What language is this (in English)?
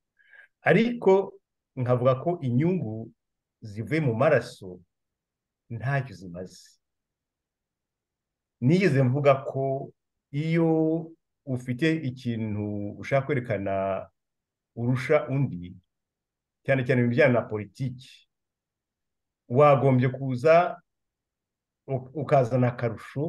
Kinyarwanda